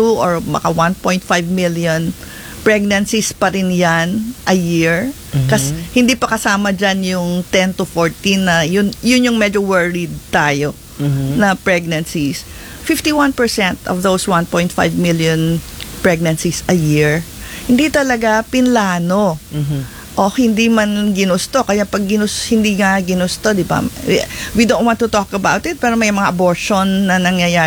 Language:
Filipino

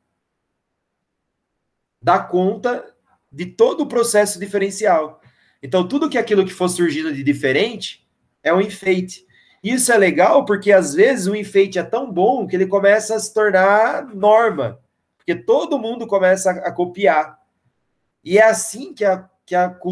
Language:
Portuguese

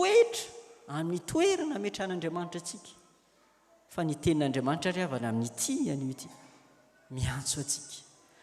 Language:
Malagasy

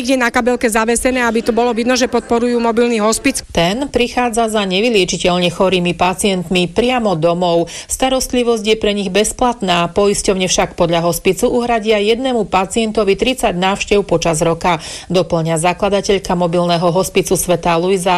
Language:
Slovak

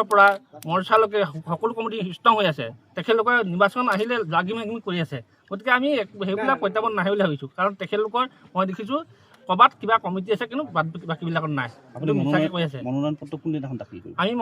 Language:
Assamese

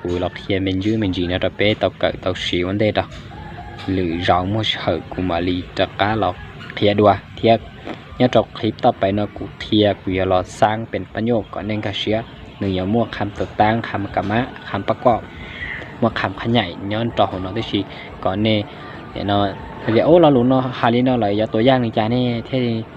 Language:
Hmong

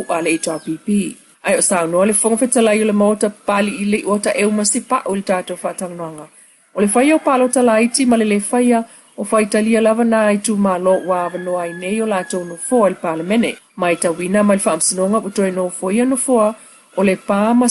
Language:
Samoan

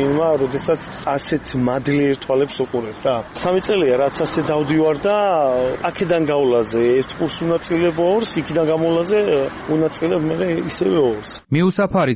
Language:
Georgian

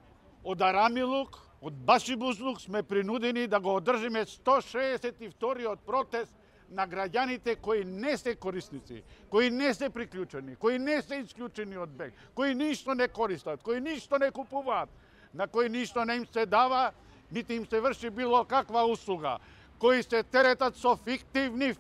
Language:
Macedonian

